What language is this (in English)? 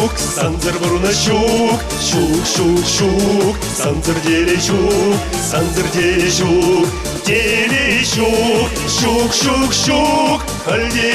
Chuvash